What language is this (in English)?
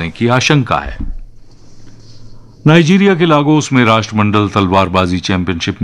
Hindi